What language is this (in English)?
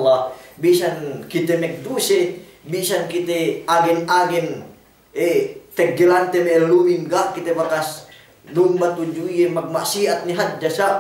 Yakan